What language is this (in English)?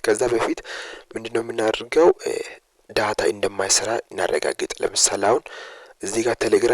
Amharic